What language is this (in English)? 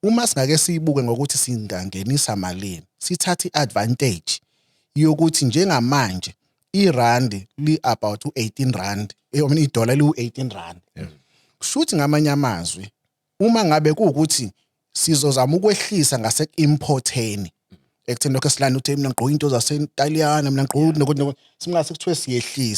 Zulu